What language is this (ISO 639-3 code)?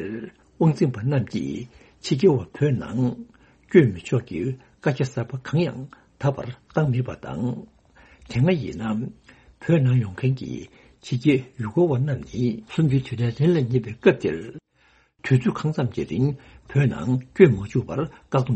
bod